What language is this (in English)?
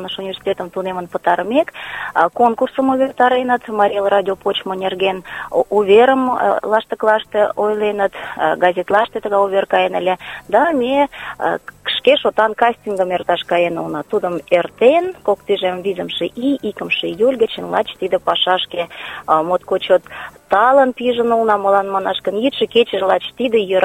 Mari